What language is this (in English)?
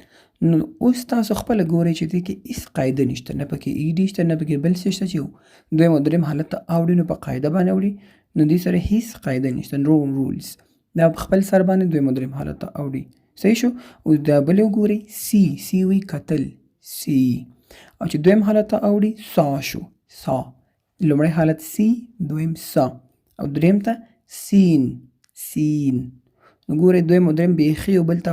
Pashto